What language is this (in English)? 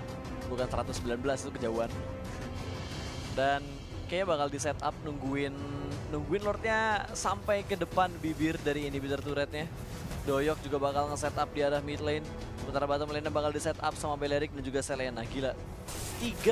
Indonesian